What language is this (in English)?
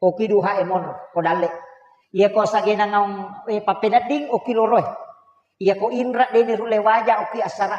Buginese